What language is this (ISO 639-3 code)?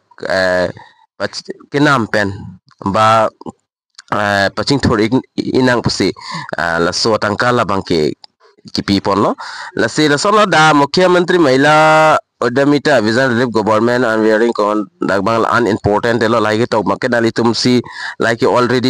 mjw